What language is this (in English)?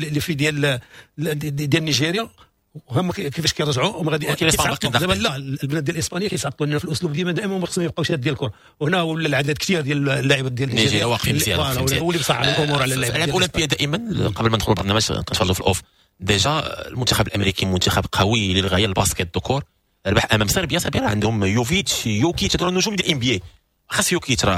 Moroccan Arabic